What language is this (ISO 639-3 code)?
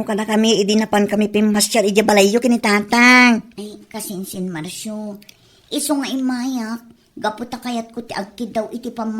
ilo